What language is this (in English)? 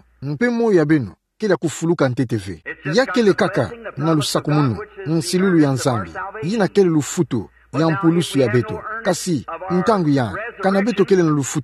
Kituba (Democratic Republic of Congo)